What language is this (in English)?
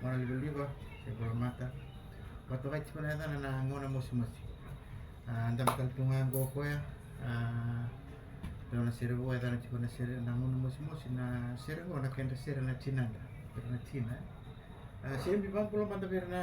Fijian